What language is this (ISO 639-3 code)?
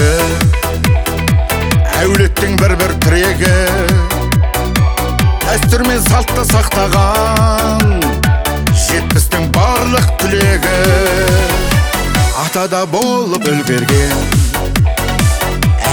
kaz